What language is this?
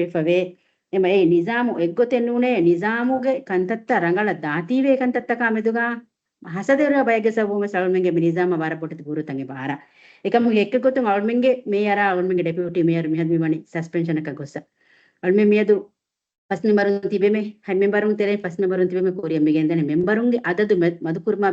Divehi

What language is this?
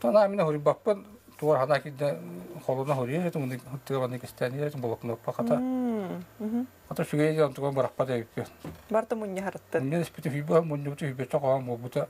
Yakut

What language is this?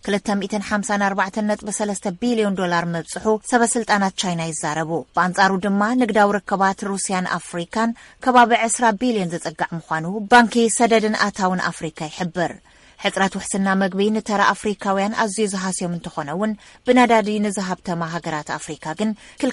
Tigrinya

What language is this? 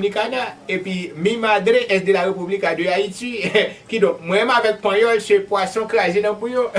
Haitian Creole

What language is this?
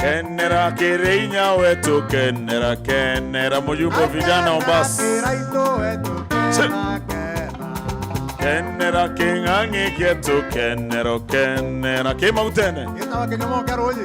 Meru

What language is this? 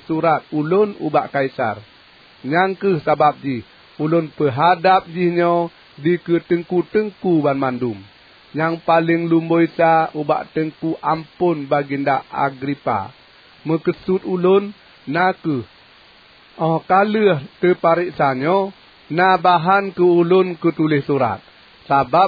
Achinese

